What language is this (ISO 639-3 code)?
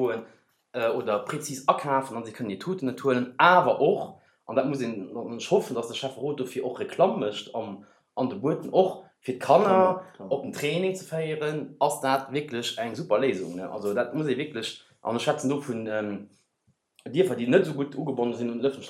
ltz